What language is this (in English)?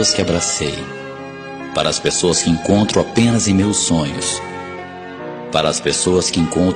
Portuguese